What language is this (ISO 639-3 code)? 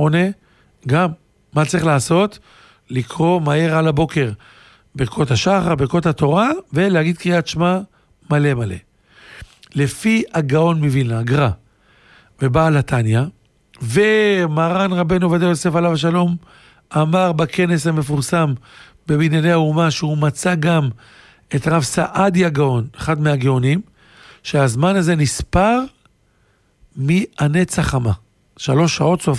heb